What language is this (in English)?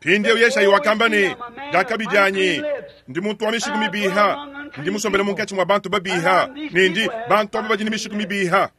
Luba-Lulua